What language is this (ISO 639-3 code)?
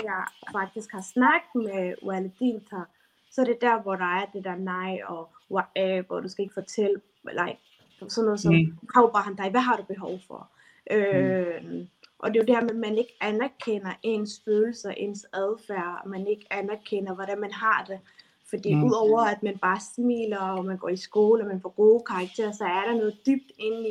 dan